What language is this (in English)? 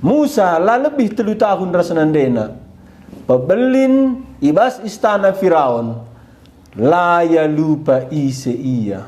Batak Karo